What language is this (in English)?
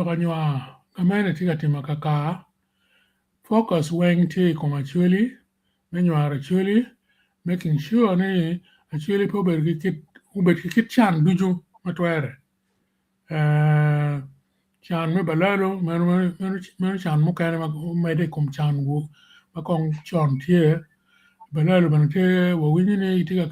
Acoli